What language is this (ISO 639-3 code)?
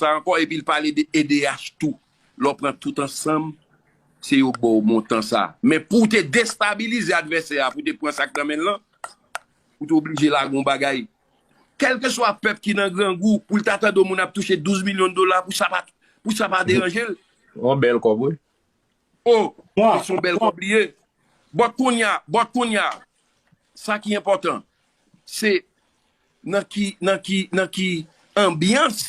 hat